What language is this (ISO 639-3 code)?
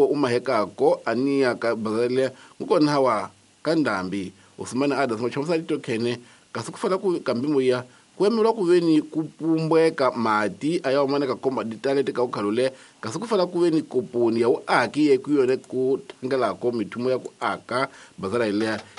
tso